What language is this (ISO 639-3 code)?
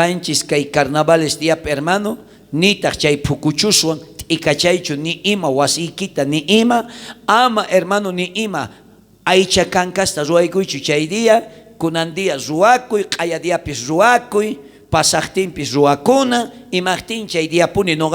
quh